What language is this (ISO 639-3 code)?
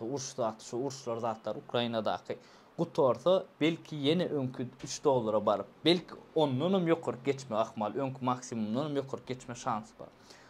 tuk